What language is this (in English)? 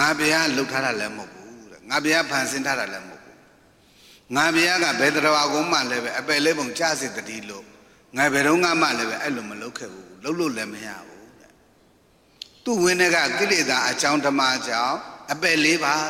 Burmese